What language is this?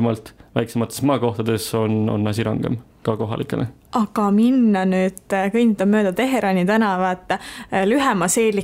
Estonian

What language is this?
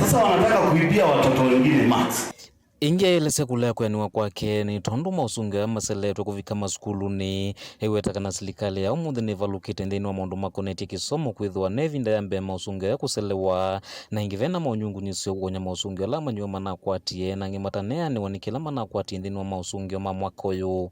Kamba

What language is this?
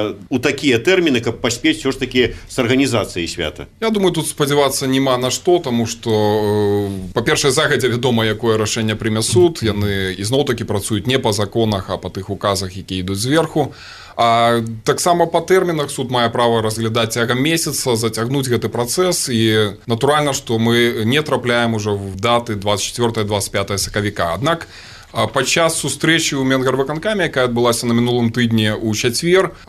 Belarusian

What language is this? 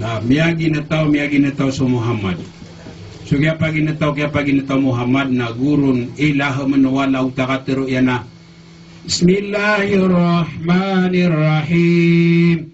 Maranao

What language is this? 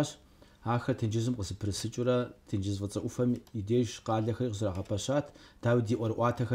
Kabardian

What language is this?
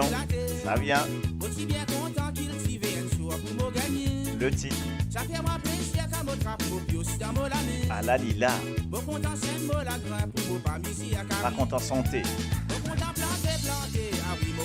Morisyen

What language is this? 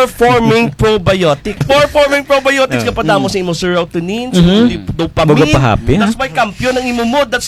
Kinaray-a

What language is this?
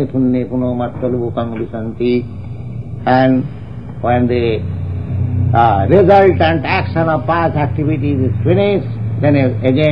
Tamil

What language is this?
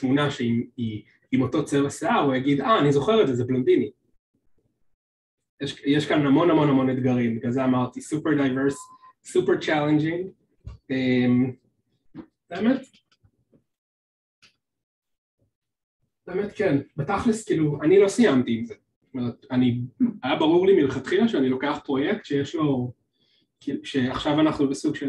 Hebrew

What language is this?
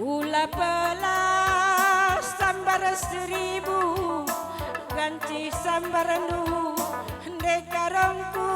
Batak Karo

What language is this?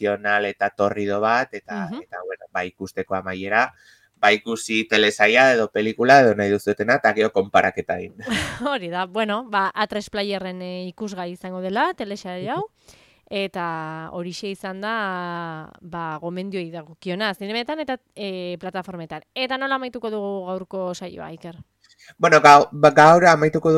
Basque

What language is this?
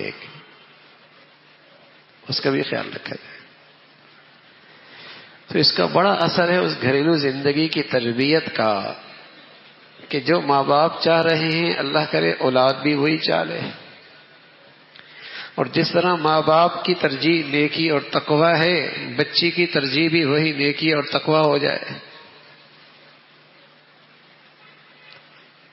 Urdu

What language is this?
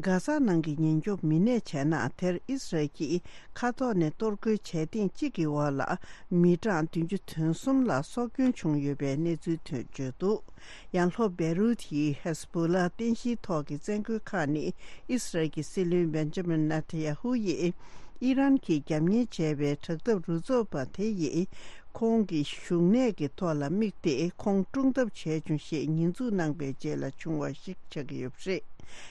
Tibetan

